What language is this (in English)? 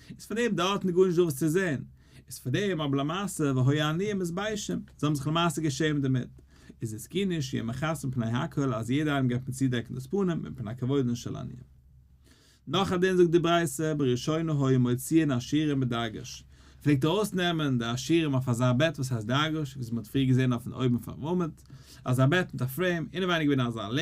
Yiddish